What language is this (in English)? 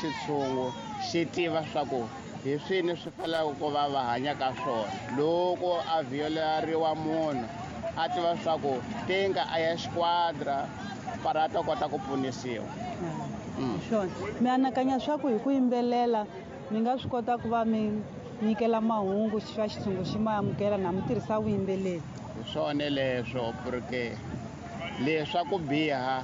Tsonga